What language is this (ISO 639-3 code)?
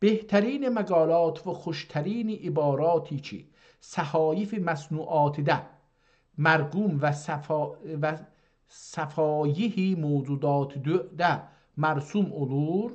azb